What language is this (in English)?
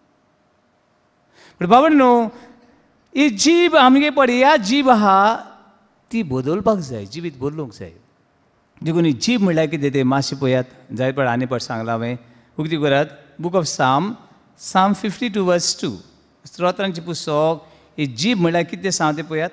Konkani